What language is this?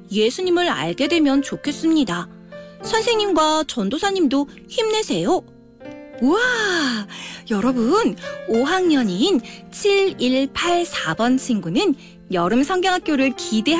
Korean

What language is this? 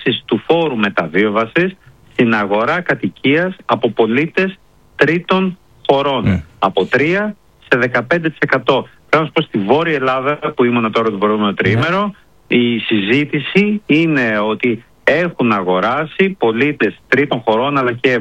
Greek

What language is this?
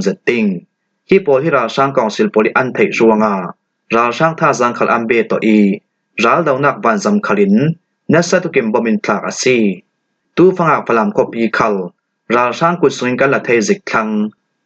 Falam Chin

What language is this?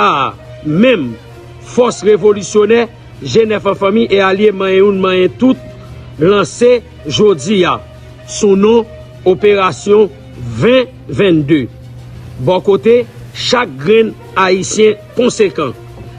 Haitian Creole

